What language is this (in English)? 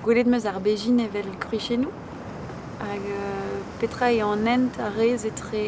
Breton